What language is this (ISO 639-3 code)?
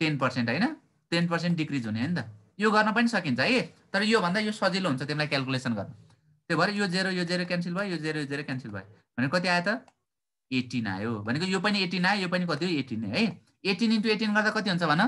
nep